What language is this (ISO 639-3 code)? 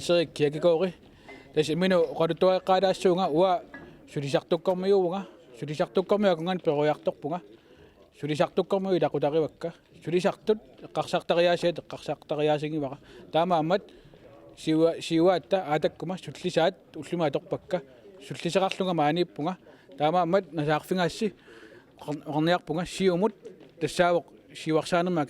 kal